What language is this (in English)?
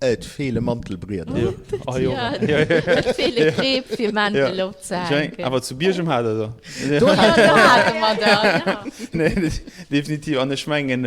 Luxembourgish